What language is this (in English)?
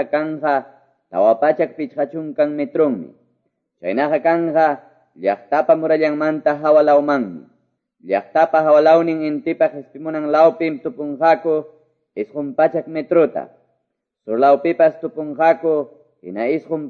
Quechua